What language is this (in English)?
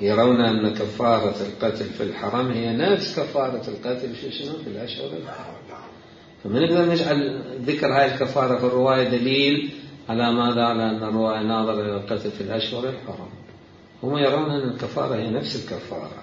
Mesopotamian Arabic